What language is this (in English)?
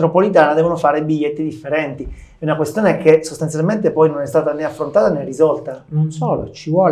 Italian